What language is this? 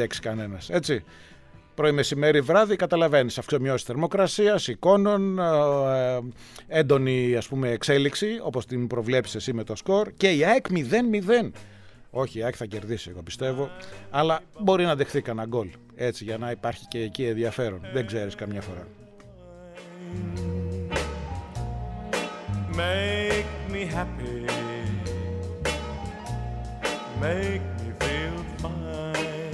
Greek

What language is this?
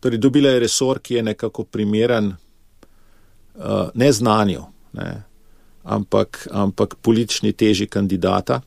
Slovenian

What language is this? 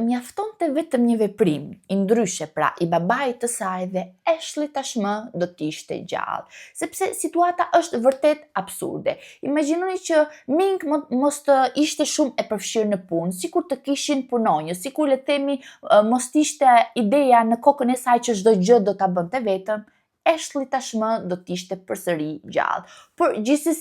Albanian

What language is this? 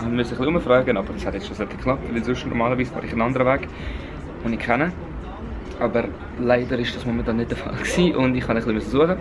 Swiss German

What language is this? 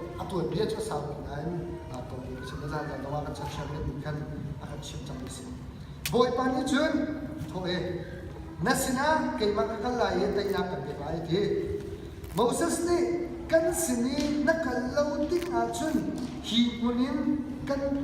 Hakha Chin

